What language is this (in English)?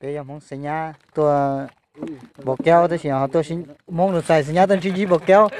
Hmong